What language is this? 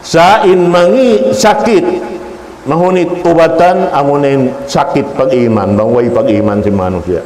Tausug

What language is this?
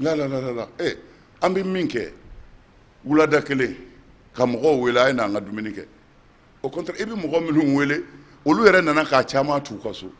Bambara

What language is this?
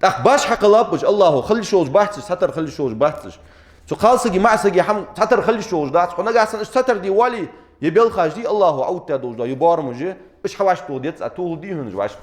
Ingush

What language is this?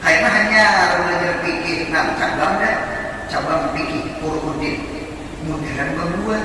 Banjar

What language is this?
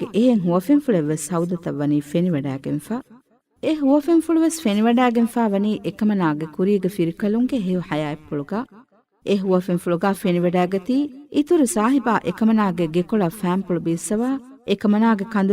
Divehi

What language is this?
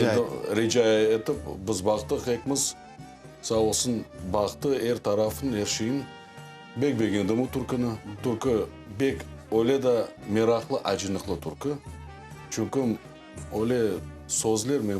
Crimean Tatar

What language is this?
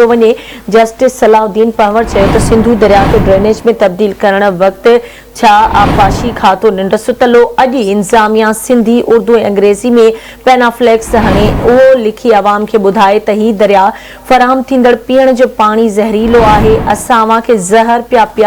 Sindhi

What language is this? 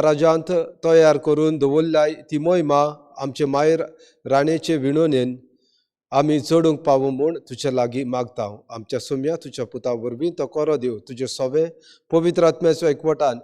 Konkani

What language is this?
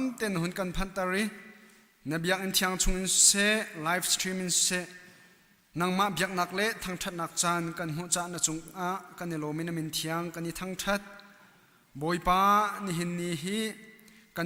Hakha Chin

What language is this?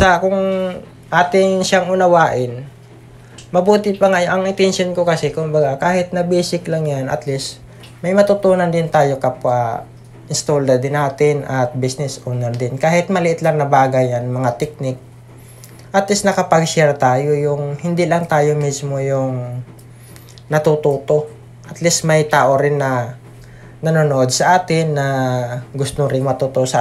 Filipino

